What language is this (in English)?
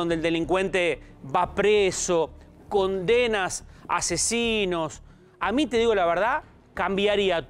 Spanish